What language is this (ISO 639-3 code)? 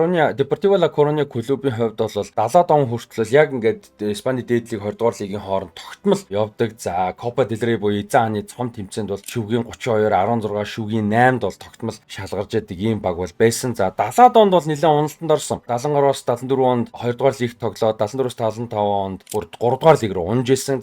mon